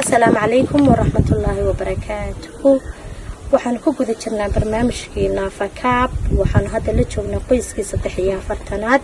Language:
Somali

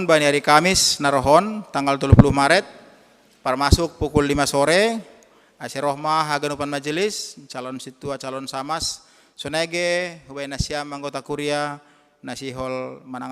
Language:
Batak Simalungun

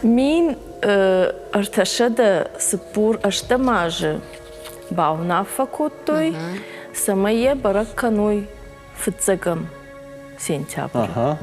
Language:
Ossetic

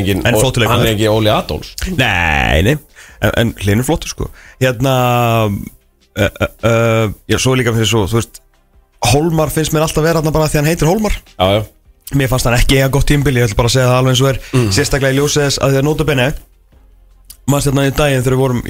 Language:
Icelandic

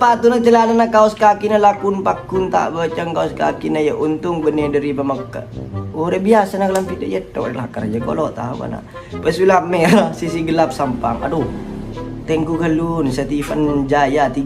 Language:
Madurese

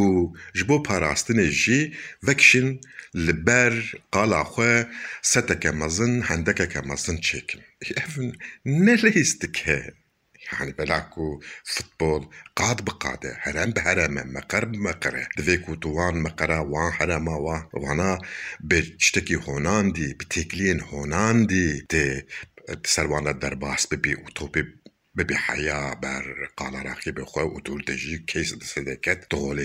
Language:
Kurdish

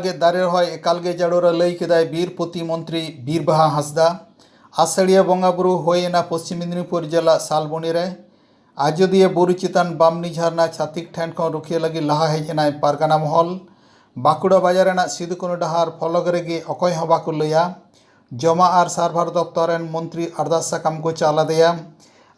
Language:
Santali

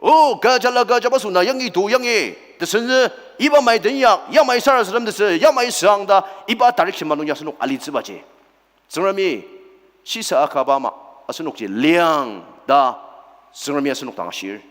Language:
Ao Naga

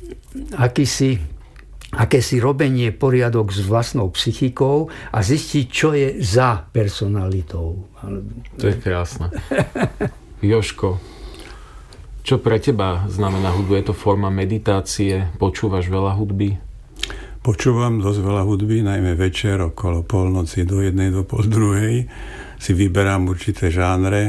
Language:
Slovak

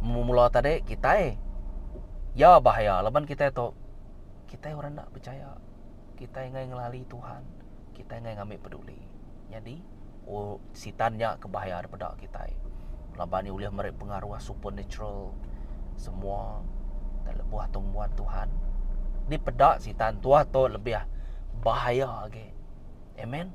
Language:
Iban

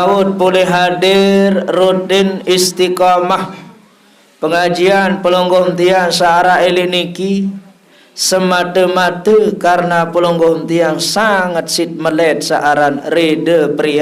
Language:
Sasak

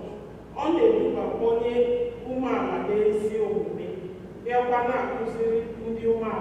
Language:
Igbo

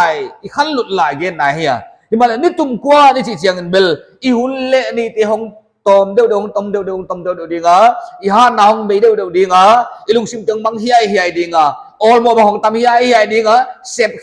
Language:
Paite Chin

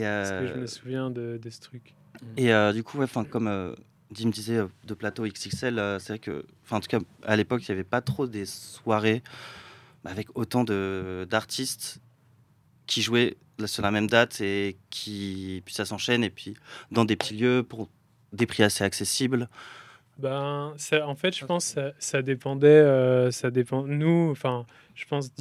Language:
French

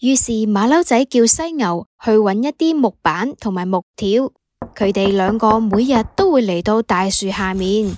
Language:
Cantonese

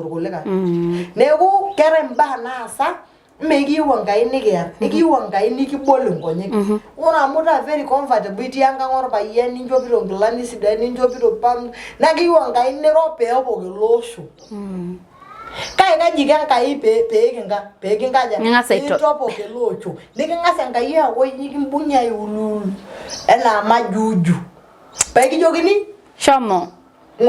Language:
Masai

